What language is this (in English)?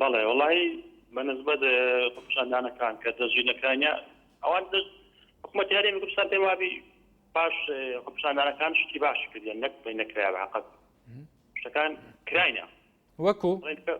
Central Kurdish